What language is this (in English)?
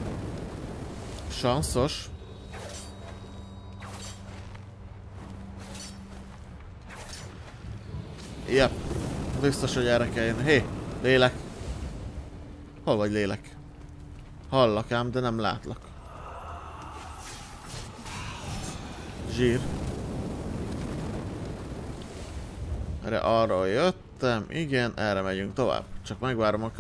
Hungarian